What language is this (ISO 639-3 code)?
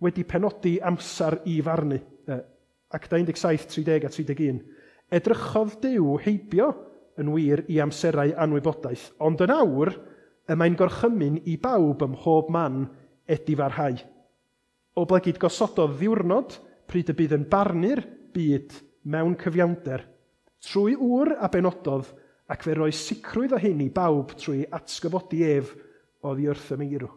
cym